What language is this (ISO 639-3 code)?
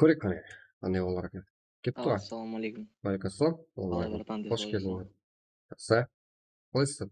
kaa